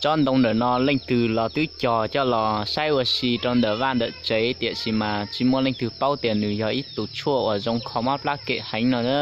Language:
Hmong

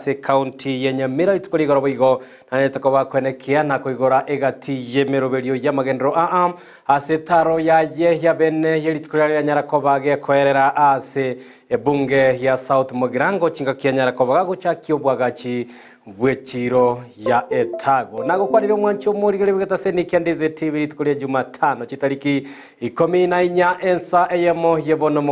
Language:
Gusii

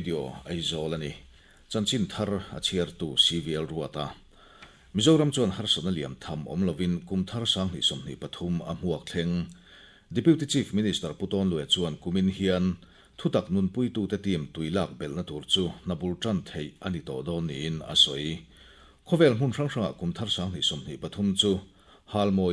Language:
Mizo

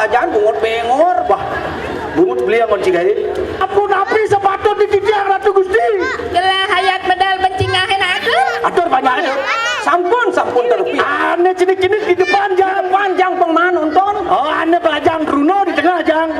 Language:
Balinese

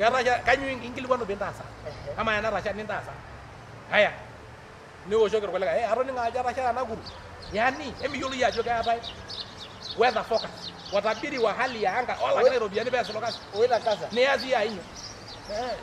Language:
Masai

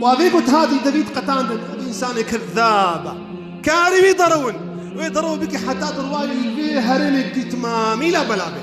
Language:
Kurdish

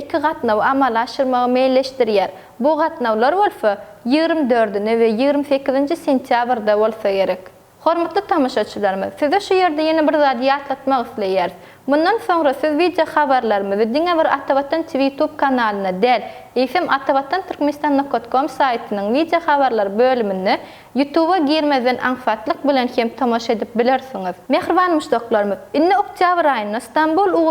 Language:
Turkmen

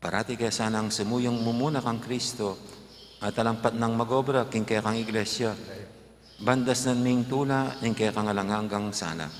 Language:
Pampanga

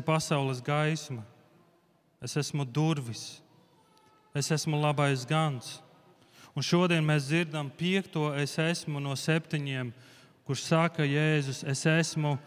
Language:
Latvian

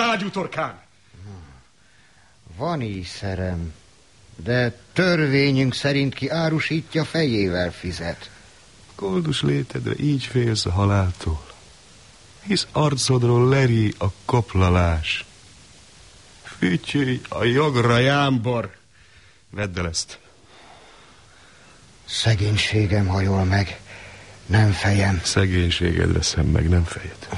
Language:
Hungarian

